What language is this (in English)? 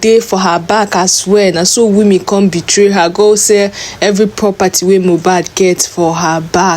Nigerian Pidgin